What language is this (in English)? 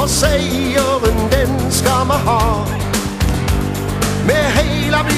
Norwegian